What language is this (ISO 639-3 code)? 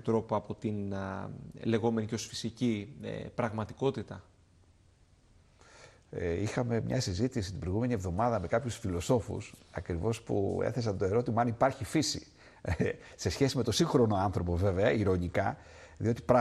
ell